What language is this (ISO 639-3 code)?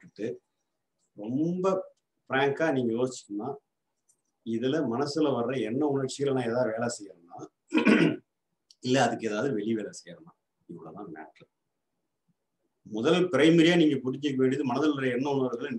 tam